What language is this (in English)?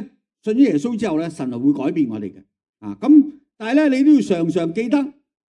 Cantonese